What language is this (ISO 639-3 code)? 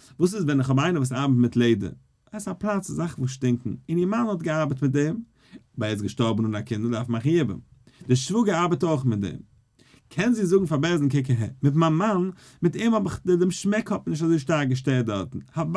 yid